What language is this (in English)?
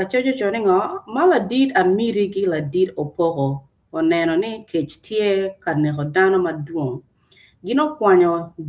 Acoli